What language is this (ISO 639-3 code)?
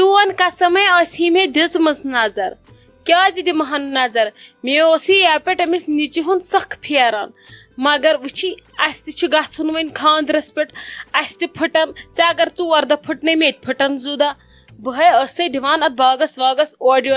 kas